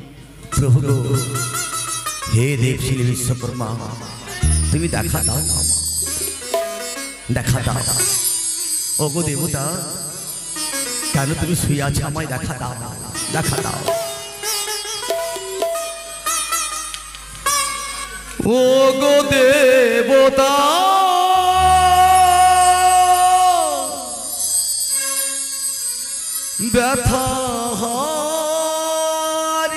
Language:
Bangla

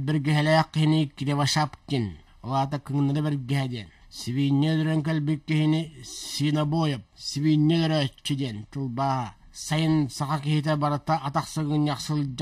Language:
Yakut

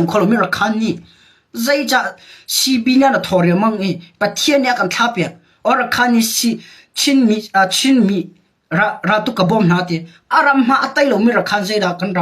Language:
Hakha Chin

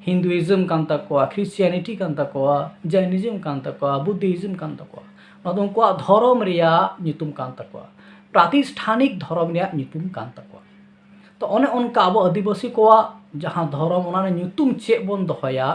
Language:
Santali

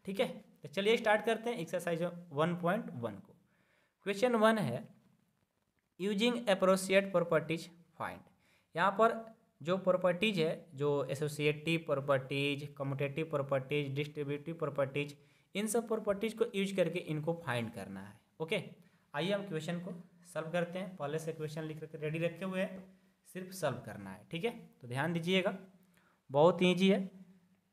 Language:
Hindi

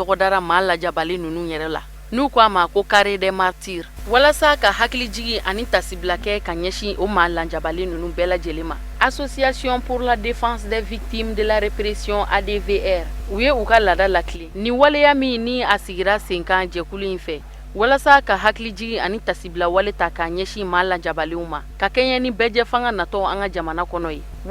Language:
Bambara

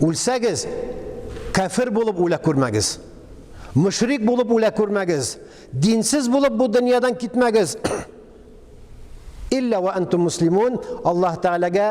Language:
Tatar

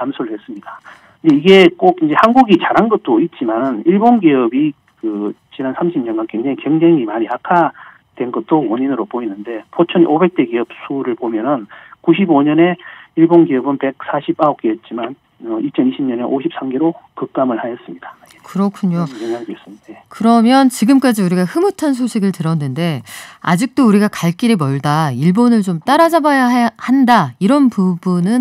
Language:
Korean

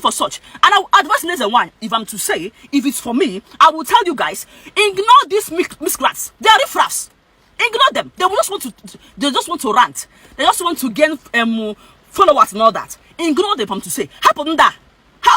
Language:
Igbo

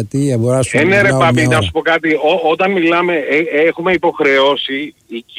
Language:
Greek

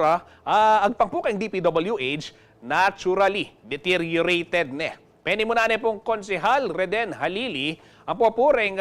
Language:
Pampanga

